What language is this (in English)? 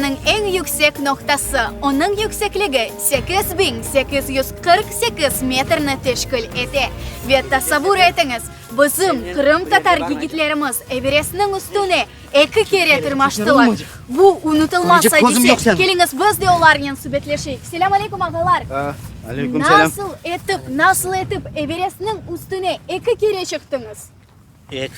Crimean Tatar